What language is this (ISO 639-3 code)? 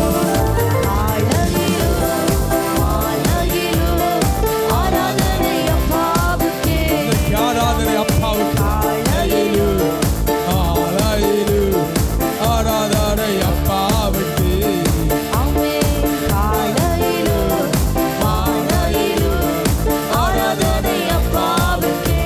tam